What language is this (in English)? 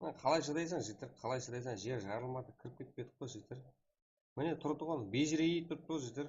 Kara-Kalpak